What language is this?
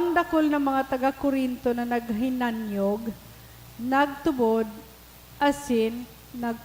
Bikol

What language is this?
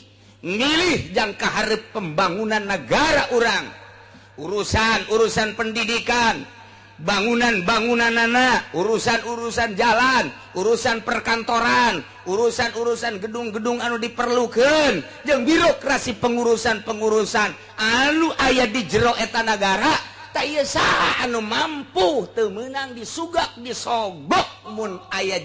Sundanese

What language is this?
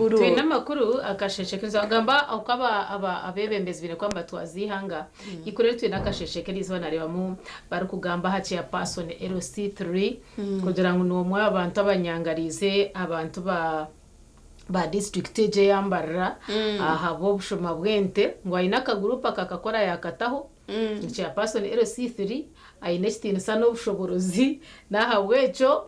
Nyankole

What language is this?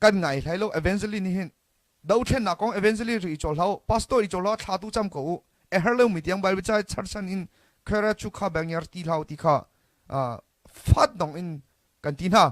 Hakha Chin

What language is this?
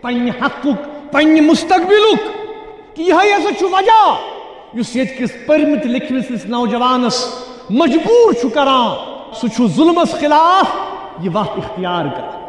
Kashmiri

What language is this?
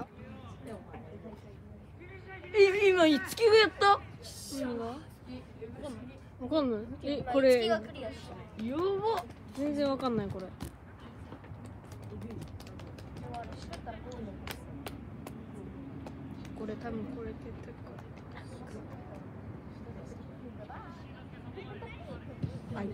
Japanese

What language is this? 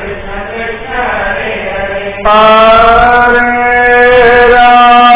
Tamil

